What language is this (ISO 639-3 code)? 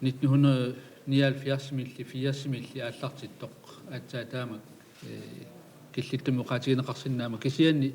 kal